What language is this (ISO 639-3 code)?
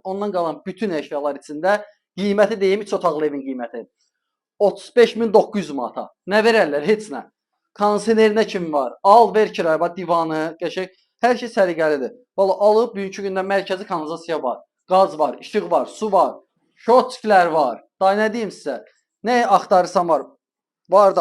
aze